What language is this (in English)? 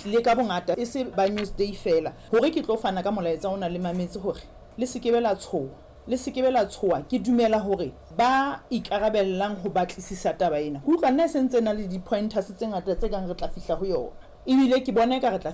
Southern Sotho